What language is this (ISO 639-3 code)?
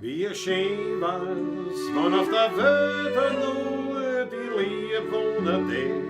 bar